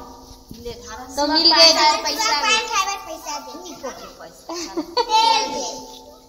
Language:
Chhattisgarhi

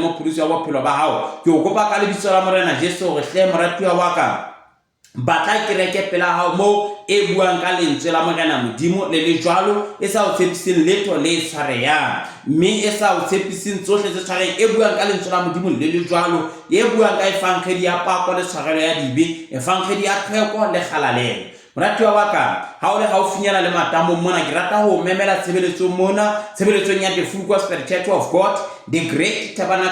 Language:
Southern Sotho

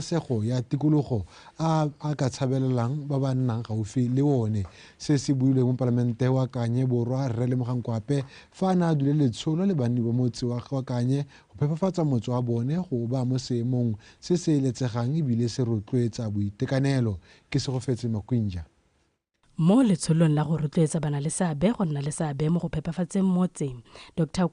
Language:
Tswana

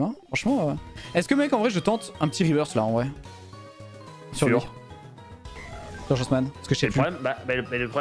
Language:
French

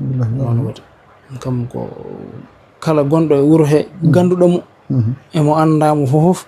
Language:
Fula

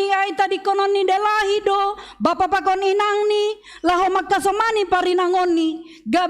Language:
Batak Simalungun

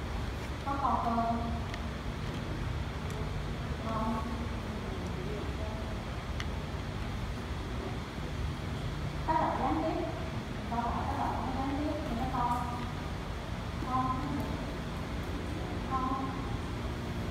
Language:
Vietnamese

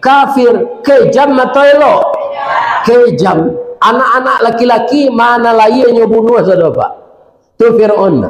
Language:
Minangkabau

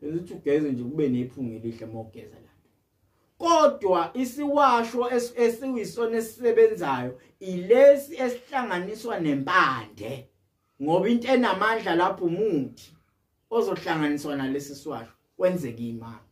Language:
Zulu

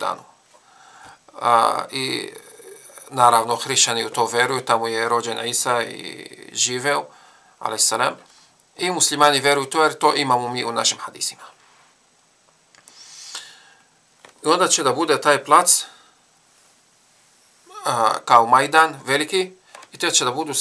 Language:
Bosnian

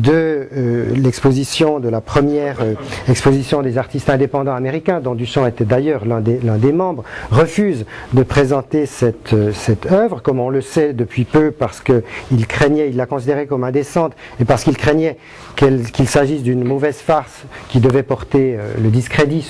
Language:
French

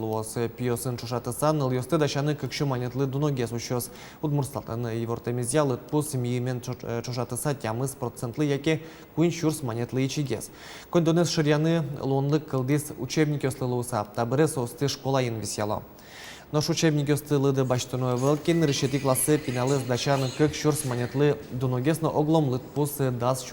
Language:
Udmurt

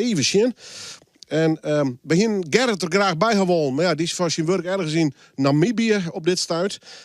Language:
Western Frisian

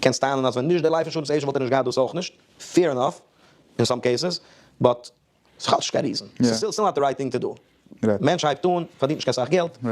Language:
Yiddish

